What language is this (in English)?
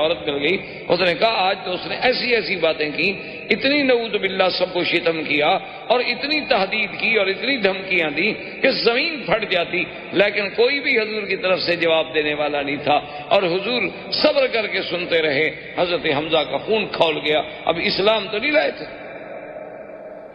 Urdu